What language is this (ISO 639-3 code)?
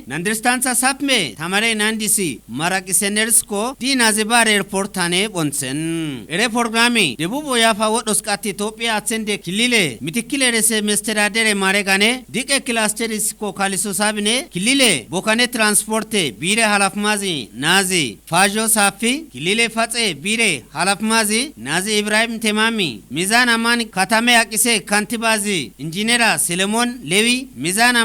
kbr